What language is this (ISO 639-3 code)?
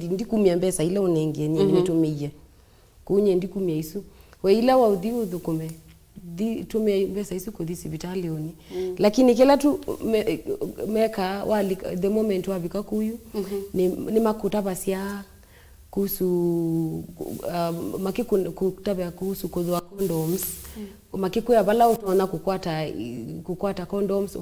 kam